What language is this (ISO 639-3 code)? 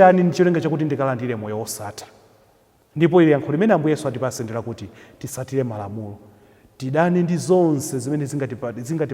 nya